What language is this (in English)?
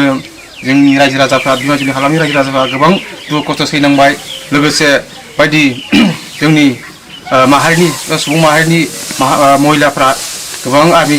Bodo